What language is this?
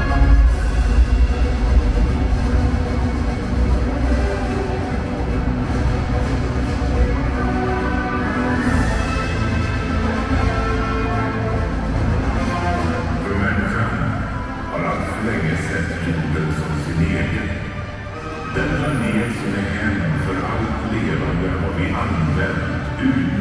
Swedish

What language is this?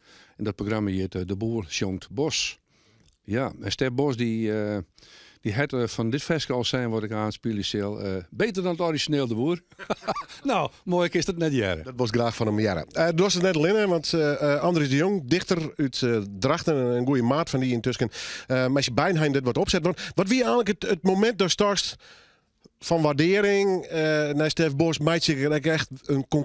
Western Frisian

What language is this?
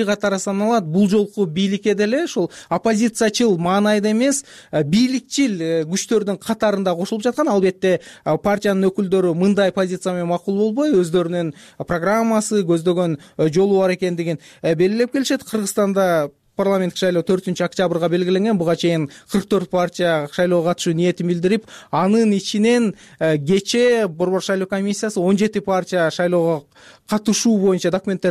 Kyrgyz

